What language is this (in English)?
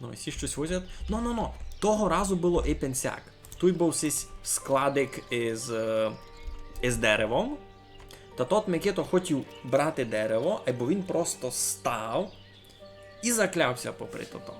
Rusyn